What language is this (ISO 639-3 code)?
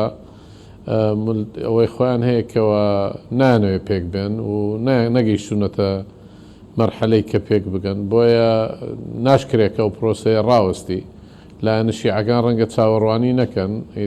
ckb